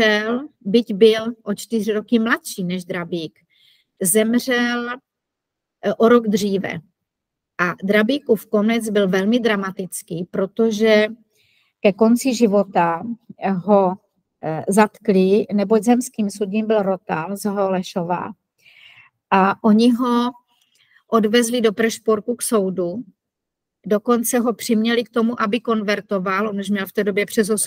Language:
Czech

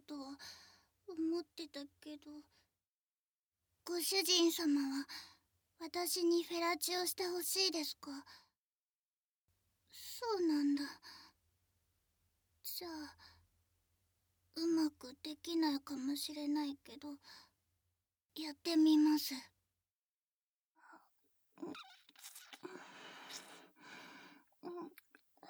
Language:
Japanese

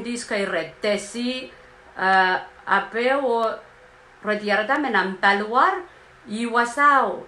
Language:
Pohnpeian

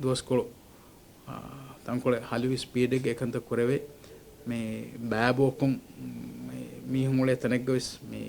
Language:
Divehi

